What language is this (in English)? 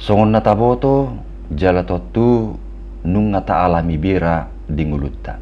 Batak Toba